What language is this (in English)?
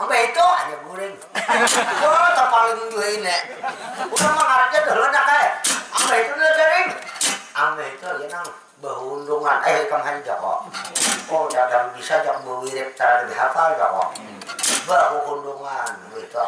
Banjar